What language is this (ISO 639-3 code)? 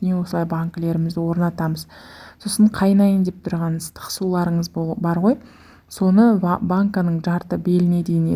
kaz